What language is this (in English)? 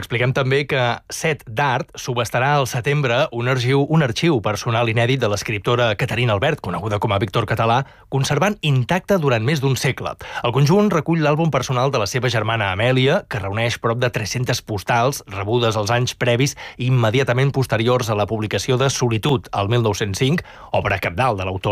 Catalan